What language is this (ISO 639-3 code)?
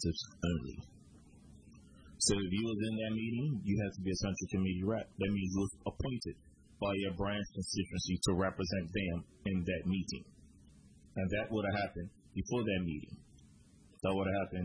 eng